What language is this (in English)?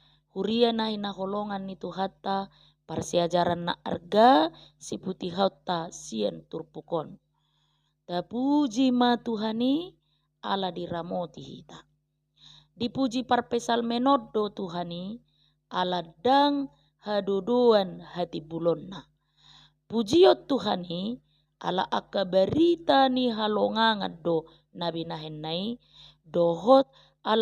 Batak Toba